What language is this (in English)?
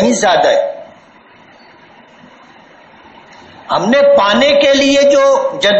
Urdu